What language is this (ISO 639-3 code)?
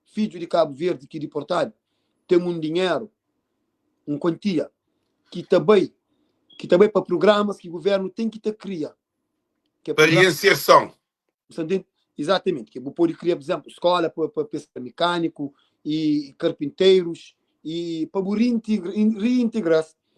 kea